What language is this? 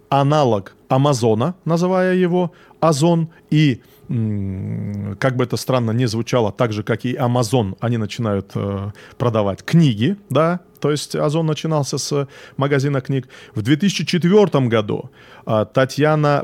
Russian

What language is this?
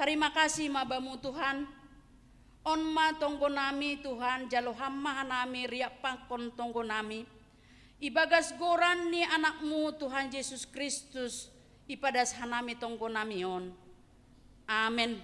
Batak Simalungun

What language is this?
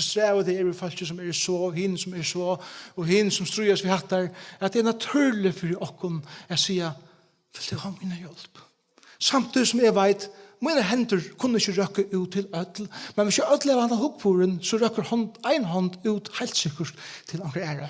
Faroese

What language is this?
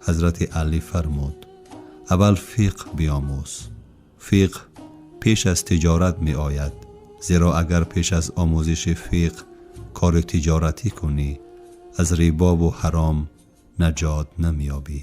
Tajik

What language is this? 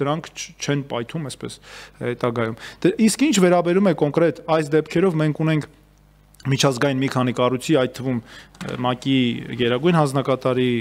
Armenian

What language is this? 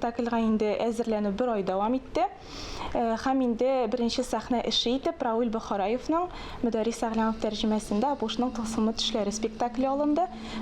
Tatar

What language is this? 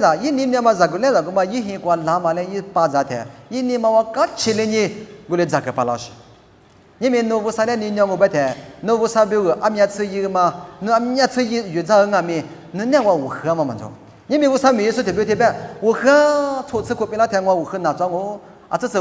Lisu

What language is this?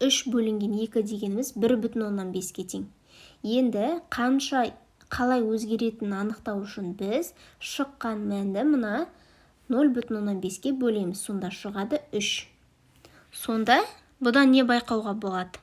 Kazakh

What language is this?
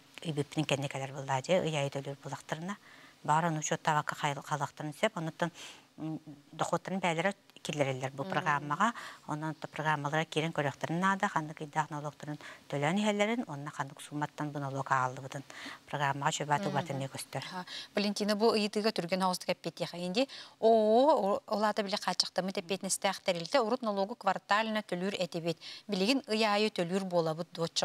Yakut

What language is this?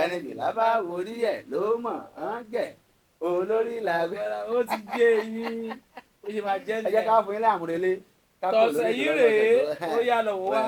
Yoruba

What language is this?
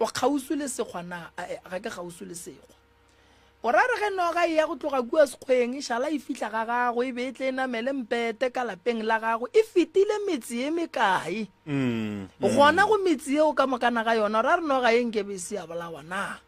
Northern Sotho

